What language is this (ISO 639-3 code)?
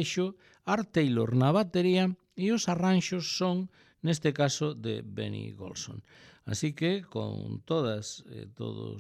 glg